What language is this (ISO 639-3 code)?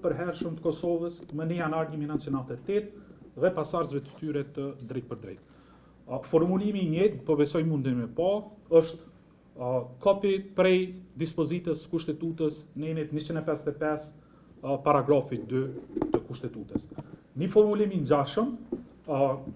sqi